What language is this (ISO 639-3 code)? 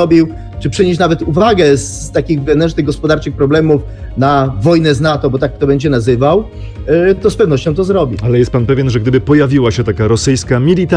pol